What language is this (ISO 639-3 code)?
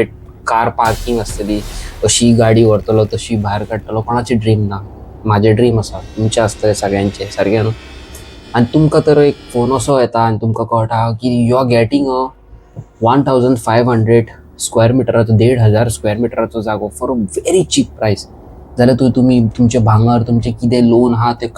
kok